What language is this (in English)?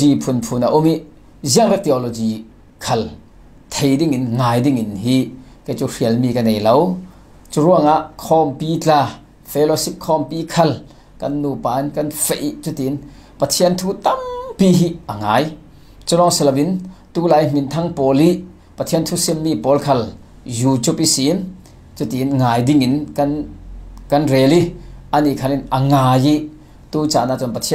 Falam Chin